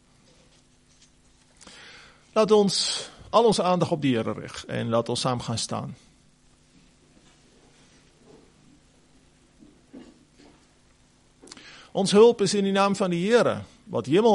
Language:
Afrikaans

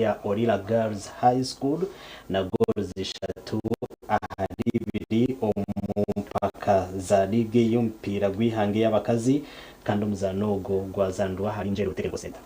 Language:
Nyankole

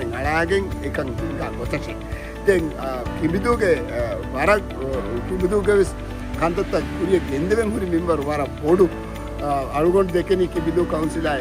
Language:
Divehi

